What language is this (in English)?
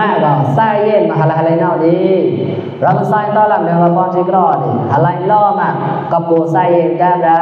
Mon